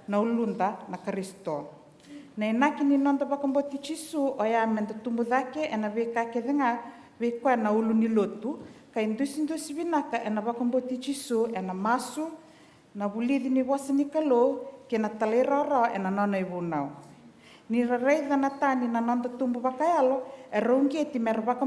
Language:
Fijian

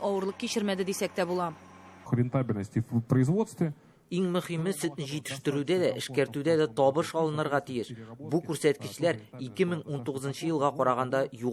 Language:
Tatar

